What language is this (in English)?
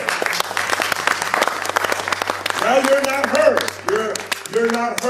English